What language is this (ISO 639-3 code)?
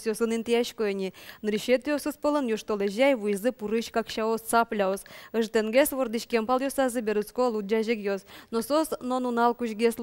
udm